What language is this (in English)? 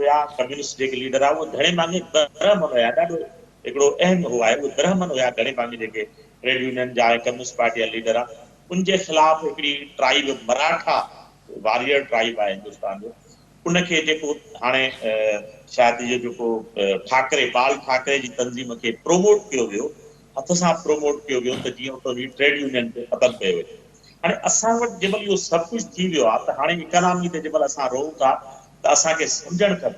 Sindhi